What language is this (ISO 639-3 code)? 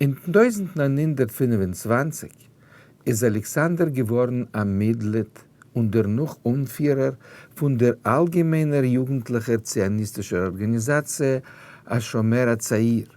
yid